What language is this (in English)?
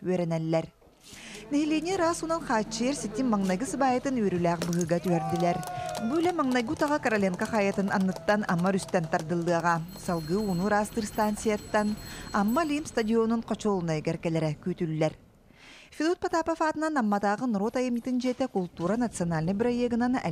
Yakut